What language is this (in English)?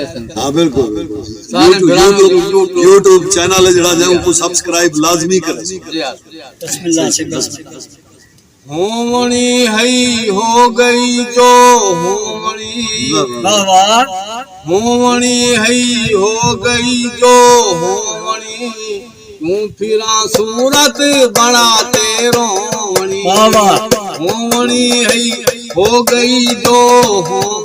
Saraiki